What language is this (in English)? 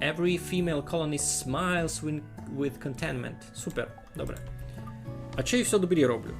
Rusyn